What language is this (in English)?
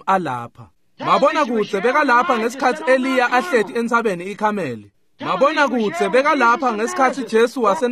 Swati